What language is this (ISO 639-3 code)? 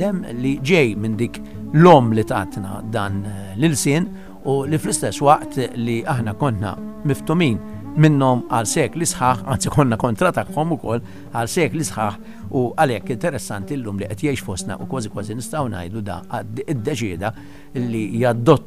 mlt